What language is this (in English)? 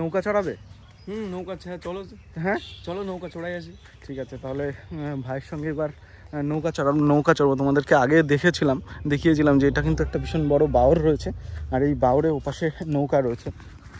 Bangla